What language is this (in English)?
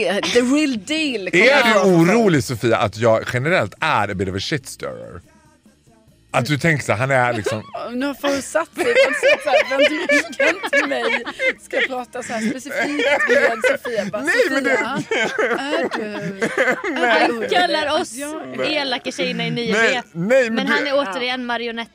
Swedish